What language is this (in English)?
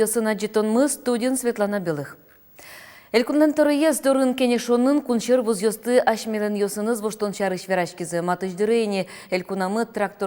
Udmurt